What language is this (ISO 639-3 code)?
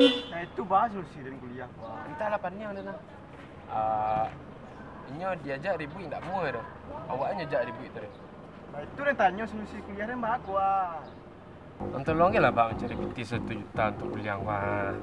min